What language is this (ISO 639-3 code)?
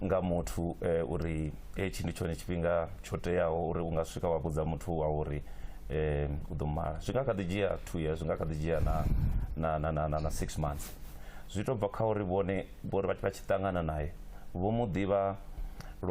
ven